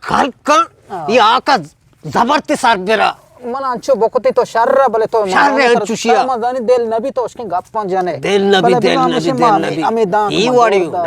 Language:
Eastern Balochi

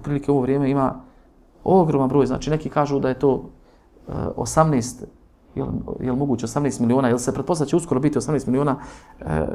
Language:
Bosnian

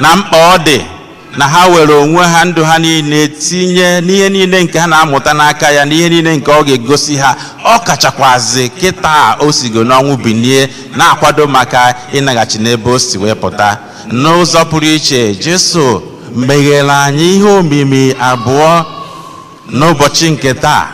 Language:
Igbo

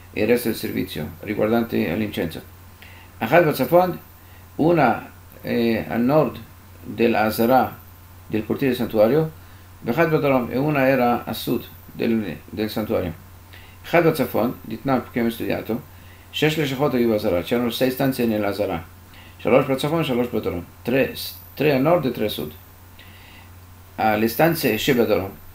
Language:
Italian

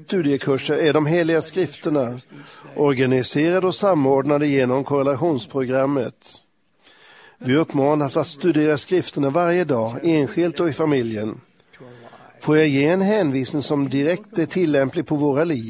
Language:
Swedish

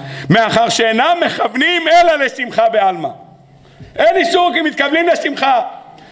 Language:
Hebrew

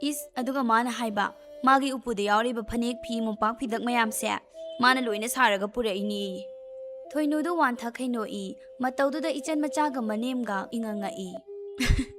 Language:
Manipuri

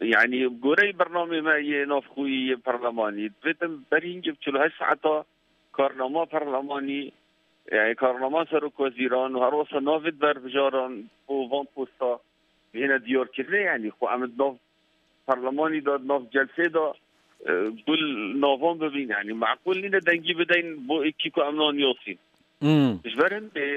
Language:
Kurdish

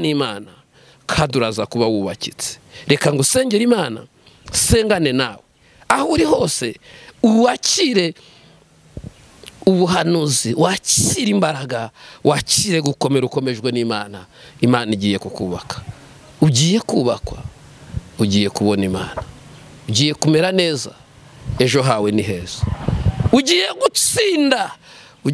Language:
Kinyarwanda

